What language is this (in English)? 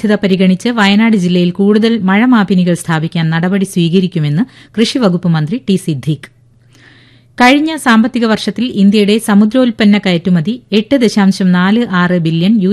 Malayalam